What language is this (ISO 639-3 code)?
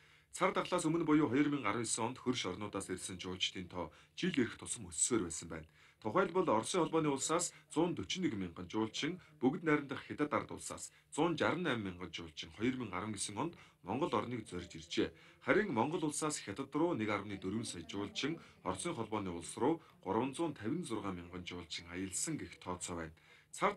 mon